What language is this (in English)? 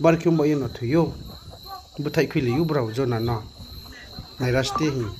Riang (India)